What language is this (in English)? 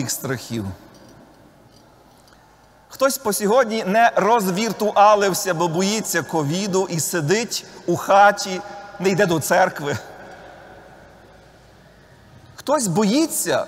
Ukrainian